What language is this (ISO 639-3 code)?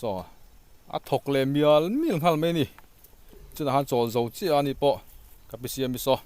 lus